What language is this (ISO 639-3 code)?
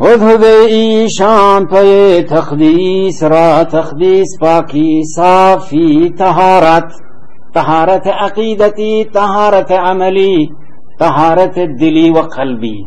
bal